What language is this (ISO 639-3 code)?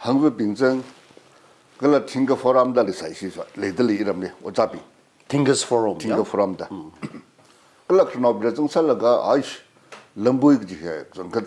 nmf